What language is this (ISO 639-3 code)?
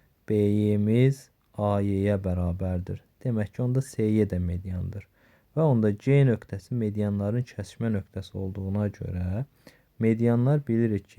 aze